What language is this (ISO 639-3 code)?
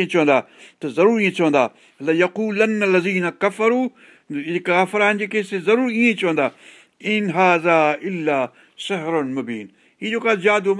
snd